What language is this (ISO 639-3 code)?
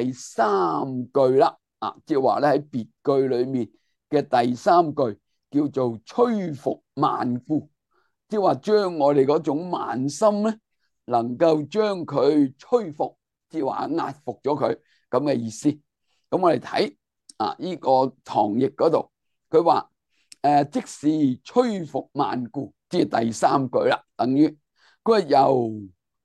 yue